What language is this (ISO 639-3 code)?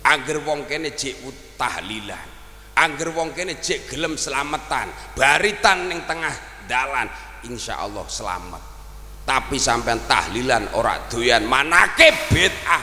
jav